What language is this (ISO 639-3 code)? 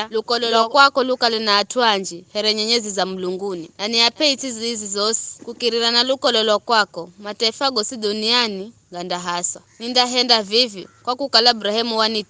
nyf